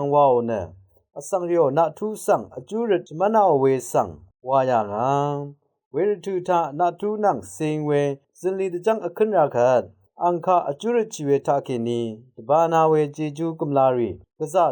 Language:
Rawang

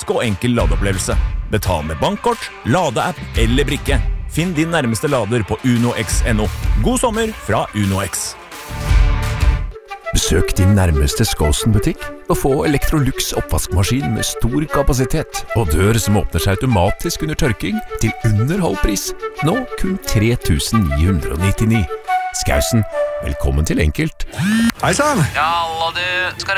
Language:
Norwegian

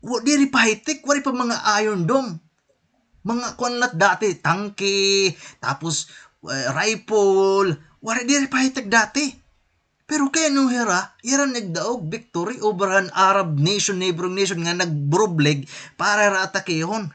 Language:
Waray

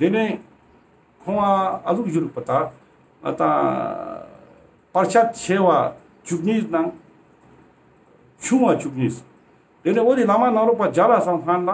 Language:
Ladakhi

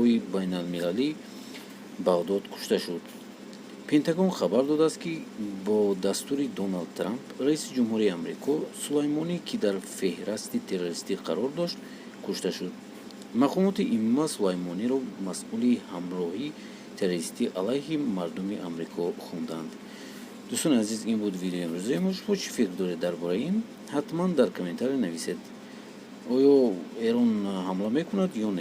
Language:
Tajik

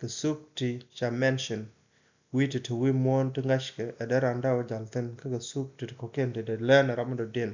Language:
Nuer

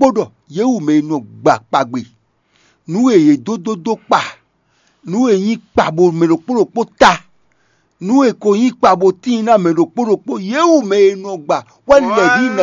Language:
Fon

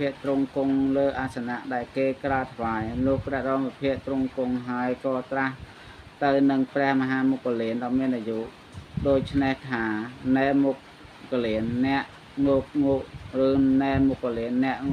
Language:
Khmer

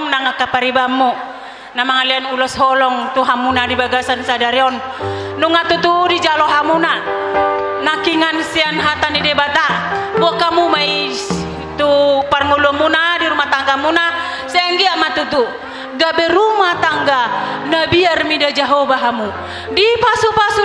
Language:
Batak Toba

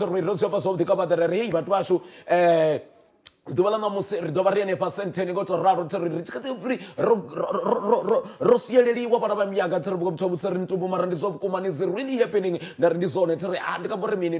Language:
Venda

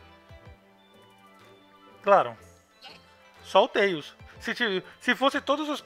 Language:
Portuguese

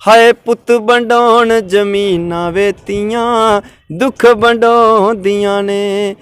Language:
Dogri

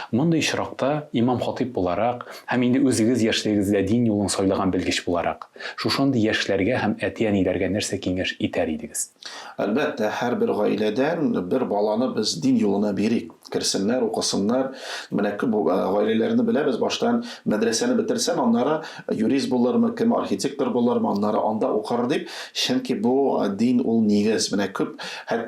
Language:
Tatar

